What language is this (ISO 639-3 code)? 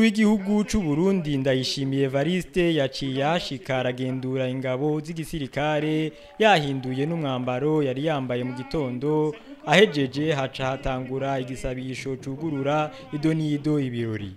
run